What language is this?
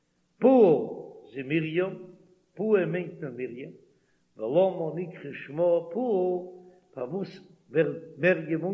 Yiddish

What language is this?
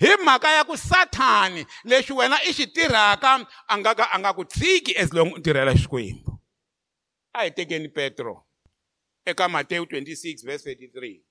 Tsonga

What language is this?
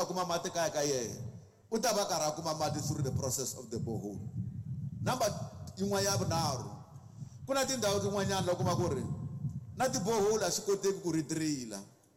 Tsonga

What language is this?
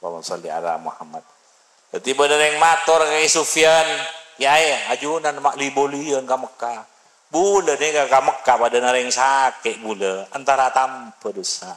Madurese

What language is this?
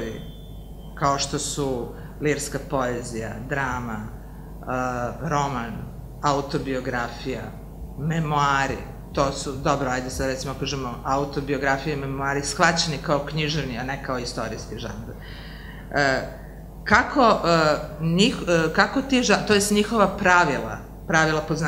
Serbian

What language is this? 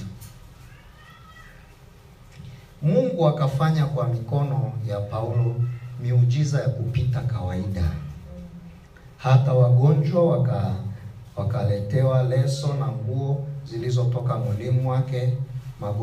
Swahili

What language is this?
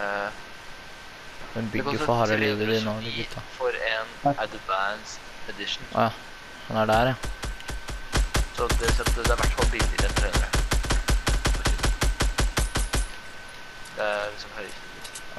Norwegian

